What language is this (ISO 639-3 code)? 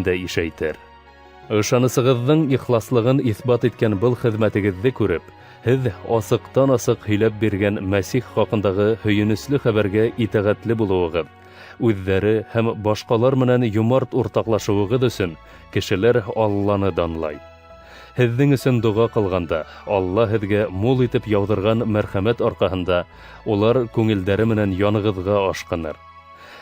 bak